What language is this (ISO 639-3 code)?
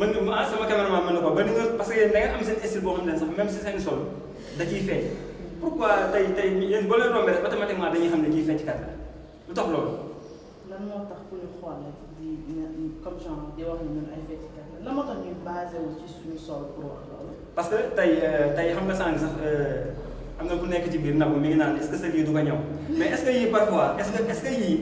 wol